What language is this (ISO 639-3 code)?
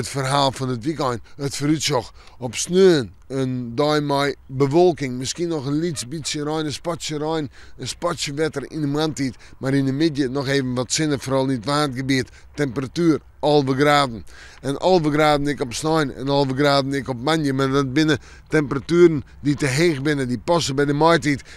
fry